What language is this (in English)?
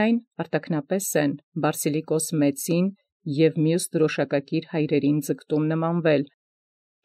Armenian